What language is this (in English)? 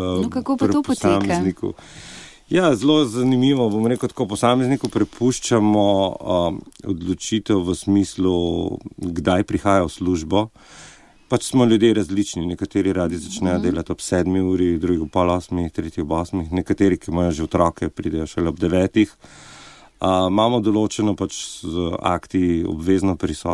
Slovenian